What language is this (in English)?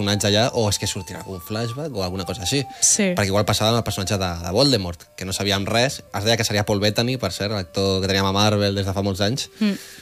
Catalan